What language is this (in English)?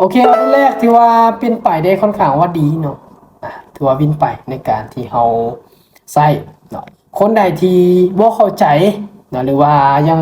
Lao